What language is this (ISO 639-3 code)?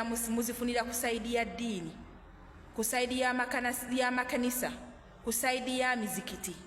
lug